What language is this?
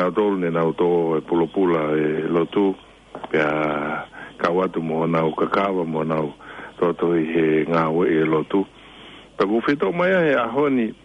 Tongan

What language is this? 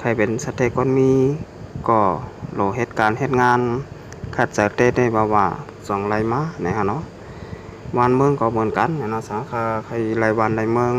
Shan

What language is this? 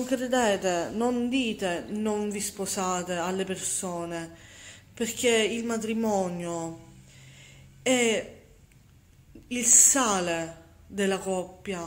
Italian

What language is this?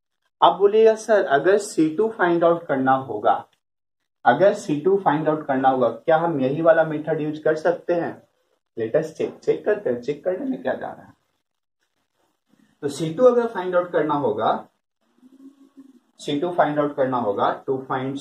Hindi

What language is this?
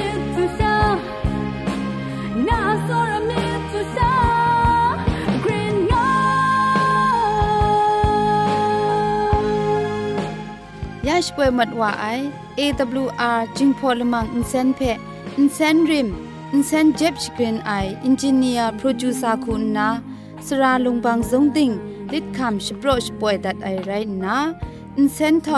Thai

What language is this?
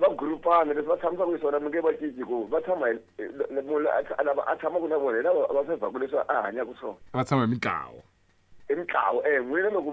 Tsonga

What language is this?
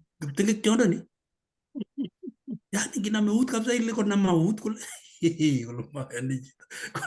Kalenjin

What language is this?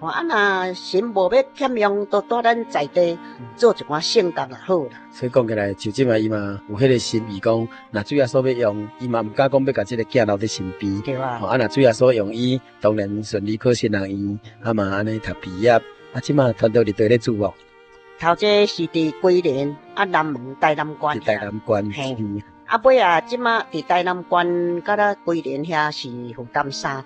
Min Nan Chinese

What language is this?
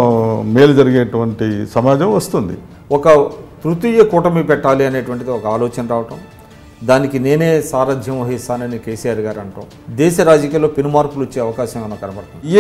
Telugu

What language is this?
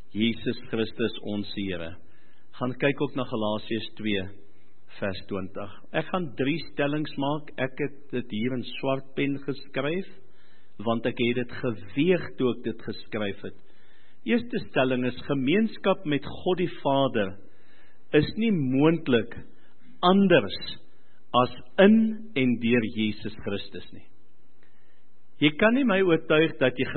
Afrikaans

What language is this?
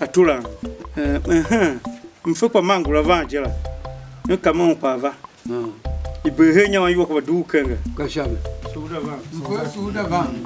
Tiv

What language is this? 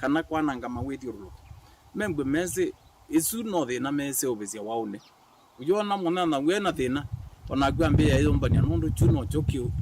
Kamba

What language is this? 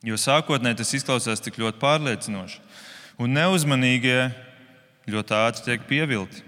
Latvian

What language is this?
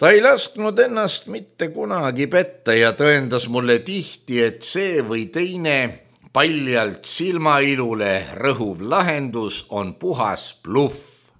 Estonian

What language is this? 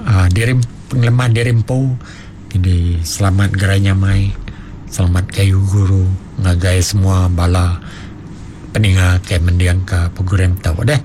Iban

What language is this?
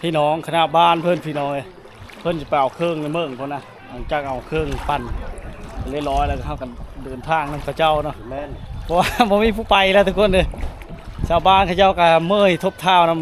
Lao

